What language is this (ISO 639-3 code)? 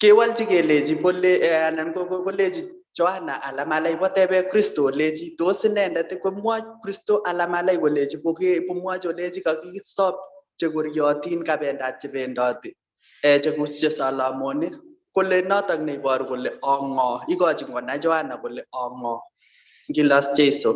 kln